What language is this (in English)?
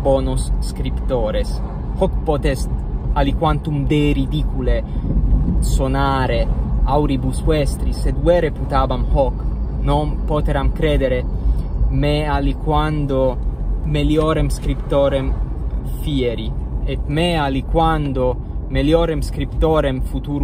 Latin